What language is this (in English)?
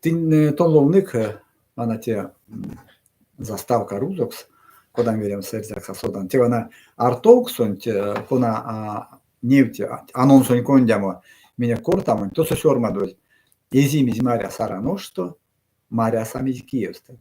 Erzya